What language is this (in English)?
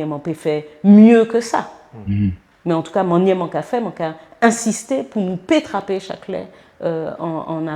Guadeloupean Creole French